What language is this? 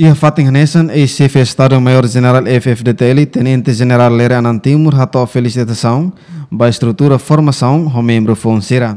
Tetum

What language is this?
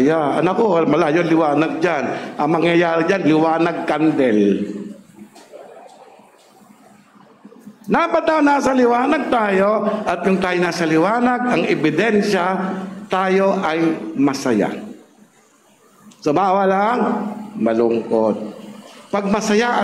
Filipino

